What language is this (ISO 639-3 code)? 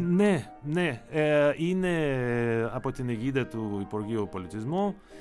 ell